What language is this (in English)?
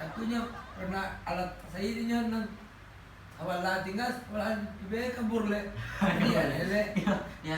Minangkabau